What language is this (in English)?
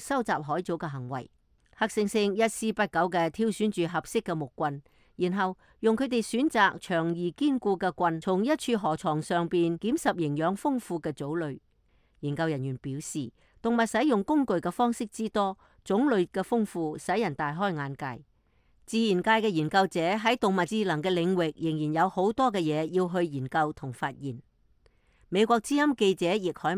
Cantonese